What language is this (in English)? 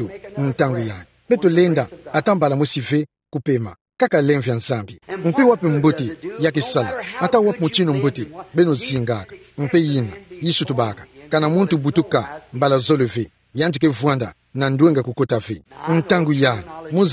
Kituba (Democratic Republic of Congo)